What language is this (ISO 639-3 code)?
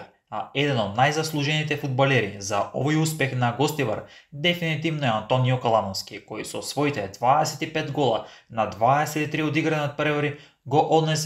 mkd